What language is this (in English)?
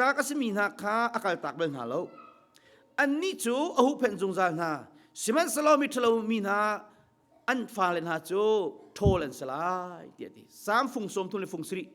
Hakha Chin